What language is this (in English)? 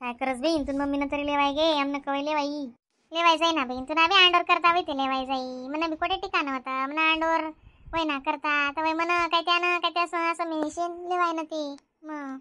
Khandesi